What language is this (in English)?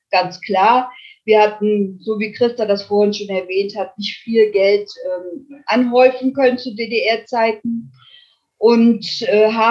German